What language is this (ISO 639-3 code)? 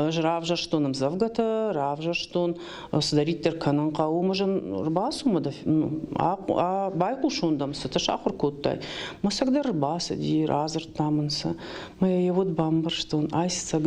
oss